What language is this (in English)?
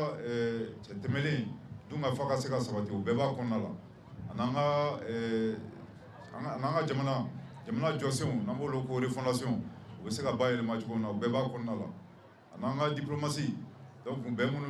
Bambara